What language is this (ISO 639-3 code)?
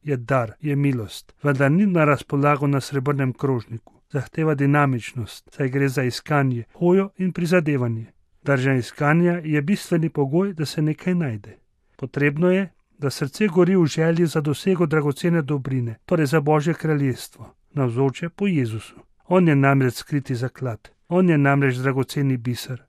slv